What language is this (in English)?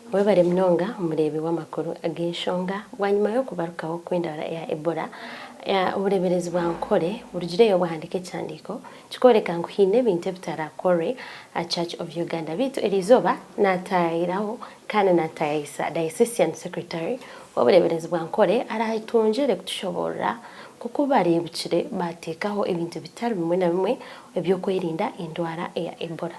Nyankole